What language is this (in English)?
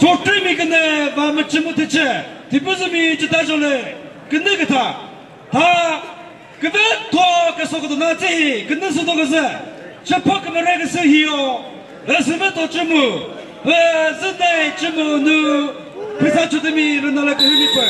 Chokri Naga